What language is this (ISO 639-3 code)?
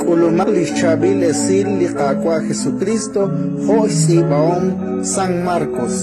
kek